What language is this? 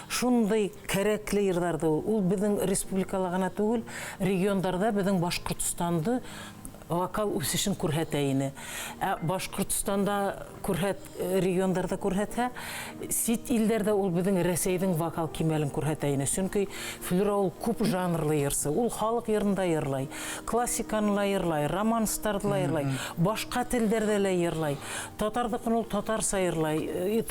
Bashkir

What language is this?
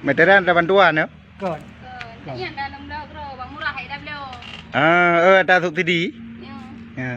Achinese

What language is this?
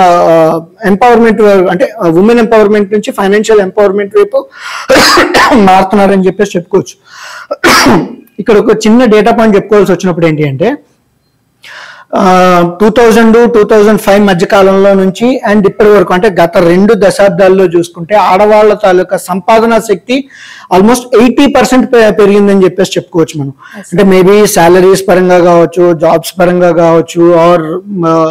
Telugu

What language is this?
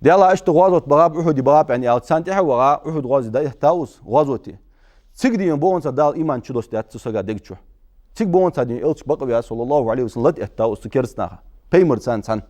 Ingush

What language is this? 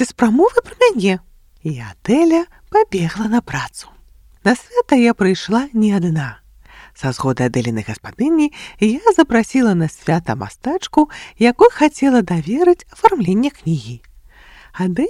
Belarusian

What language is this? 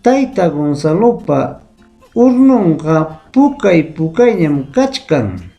Ayacucho Quechua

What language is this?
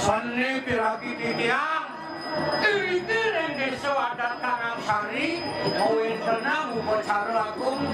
Balinese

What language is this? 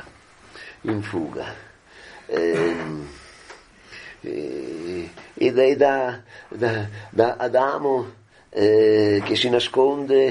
Italian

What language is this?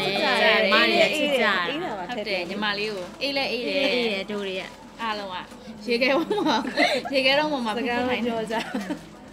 Burmese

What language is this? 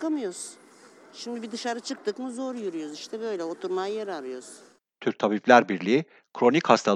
Turkish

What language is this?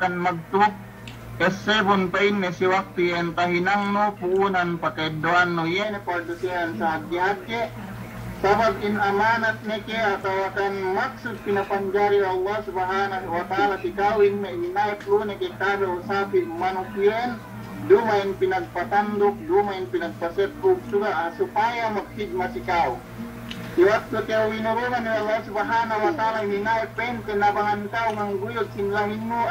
Yakan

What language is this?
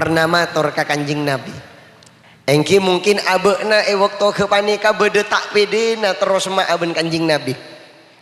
Madurese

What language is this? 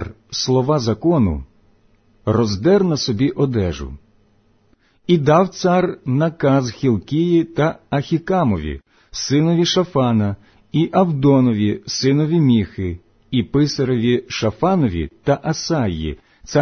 Ukrainian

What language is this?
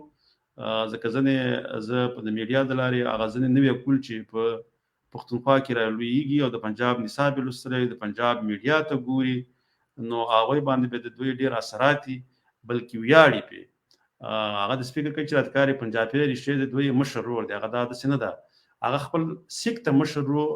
Pashto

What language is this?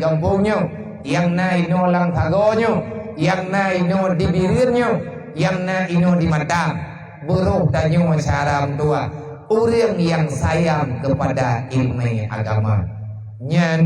Achinese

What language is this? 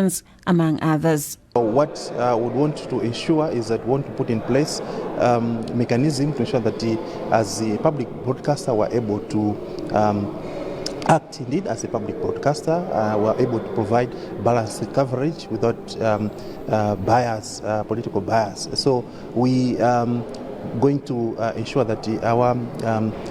English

